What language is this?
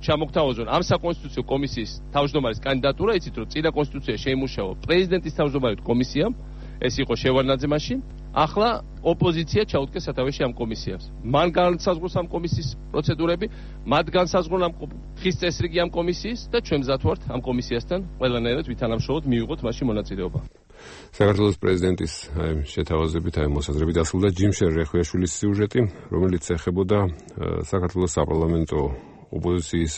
Georgian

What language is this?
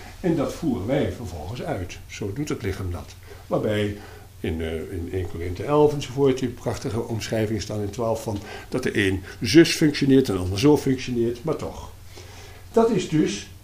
Dutch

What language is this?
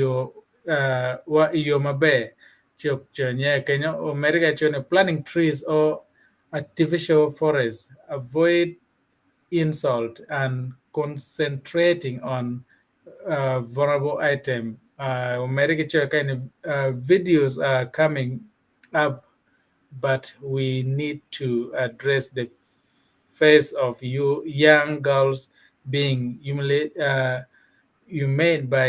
Acoli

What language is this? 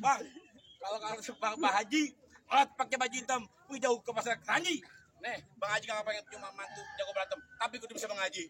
Betawi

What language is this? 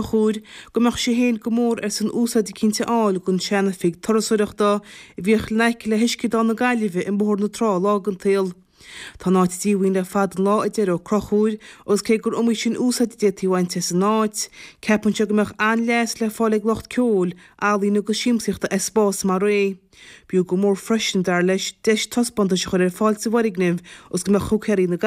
Irish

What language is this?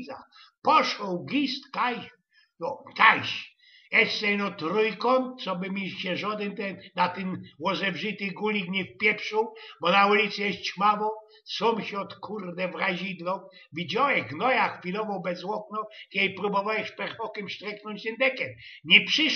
Silesian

